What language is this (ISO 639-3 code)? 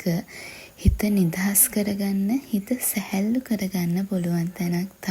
sin